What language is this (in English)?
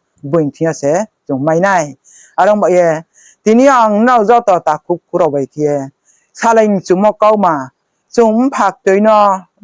Riang (India)